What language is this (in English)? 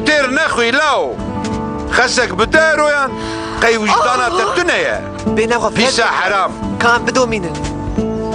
Kurdish